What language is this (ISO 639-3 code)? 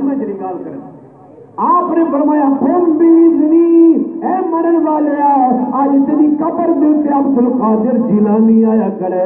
skr